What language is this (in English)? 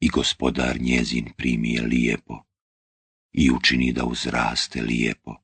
Bosnian